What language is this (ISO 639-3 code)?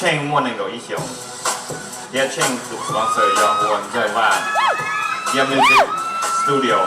hmn